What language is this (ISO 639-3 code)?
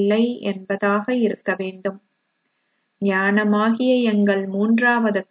tam